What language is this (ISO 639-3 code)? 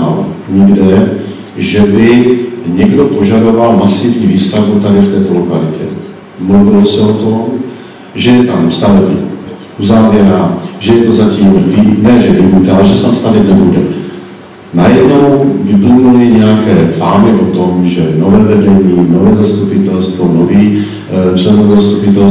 ces